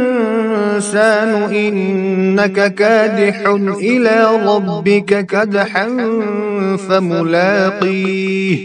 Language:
Kashmiri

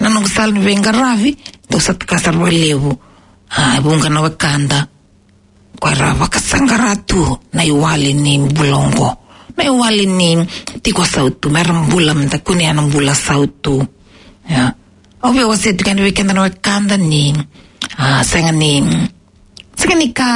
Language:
Fijian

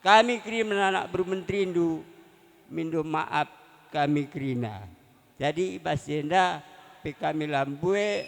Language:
Batak Karo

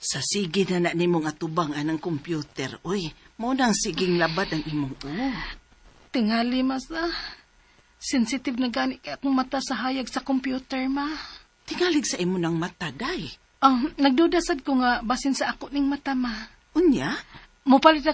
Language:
Cebuano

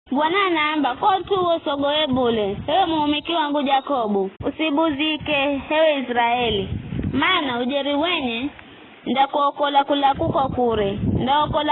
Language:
Giryama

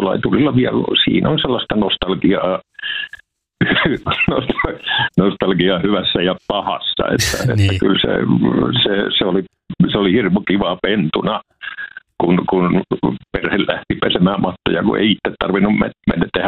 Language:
Finnish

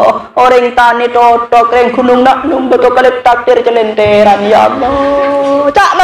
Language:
Madurese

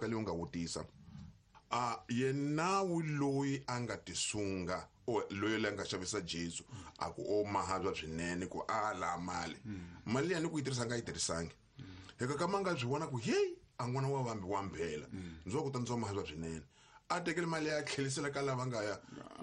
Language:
Tsonga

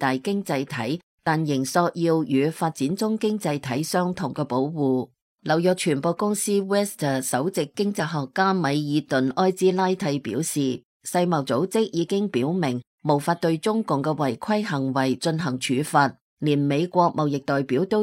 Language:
Cantonese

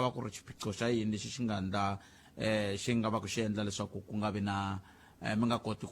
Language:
Tsonga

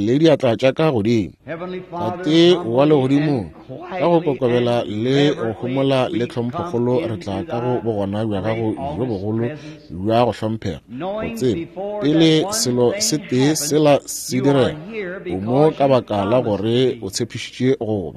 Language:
Northern Sotho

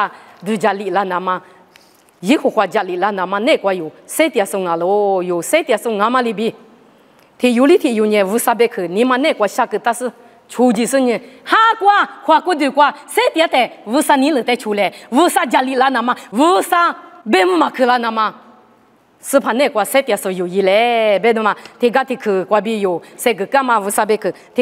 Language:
Lisu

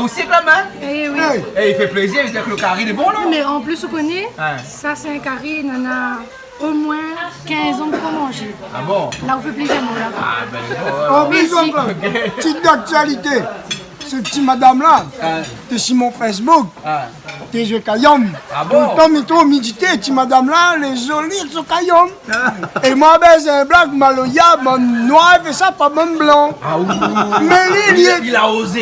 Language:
Réunion Creole French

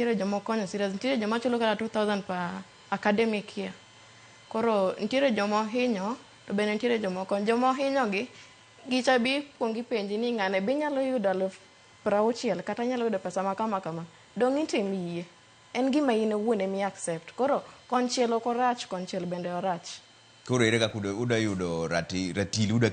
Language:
Luo (Kenya and Tanzania)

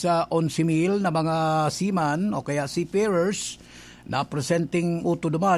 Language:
Bikol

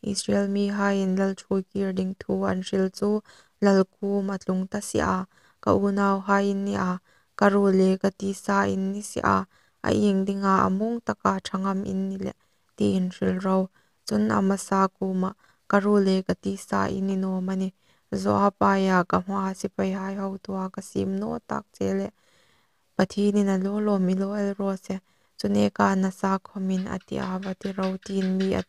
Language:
Hmar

